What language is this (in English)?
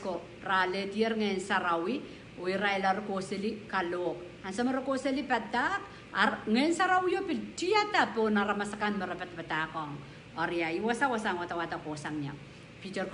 Pohnpeian